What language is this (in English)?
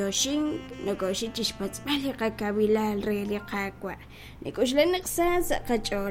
Kekchí